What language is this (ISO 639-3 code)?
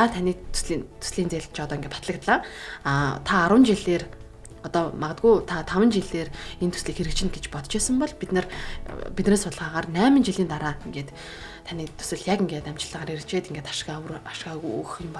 mon